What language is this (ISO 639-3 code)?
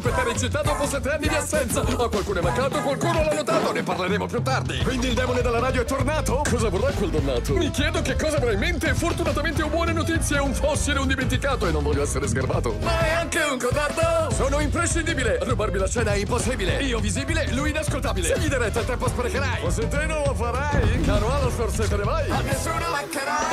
ita